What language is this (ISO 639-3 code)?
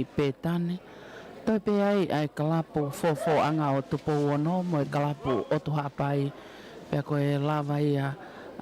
ton